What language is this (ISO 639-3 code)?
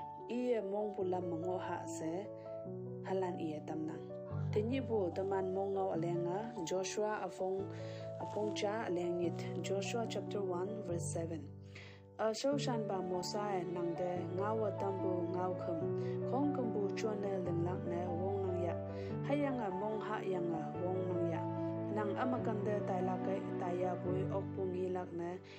nbe